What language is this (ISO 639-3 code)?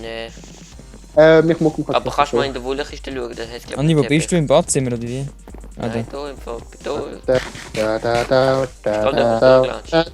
gsw